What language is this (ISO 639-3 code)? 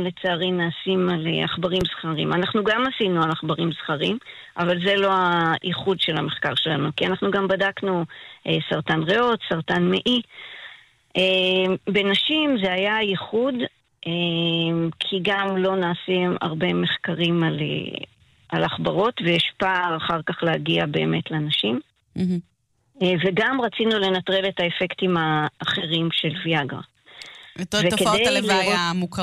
heb